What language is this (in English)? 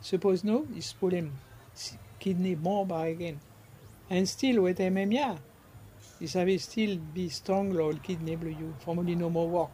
Bislama